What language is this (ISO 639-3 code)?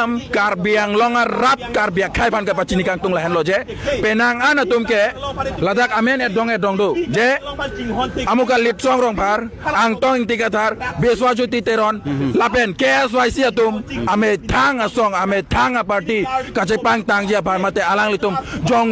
mjw